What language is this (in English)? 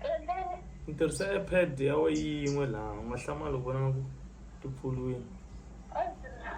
Tsonga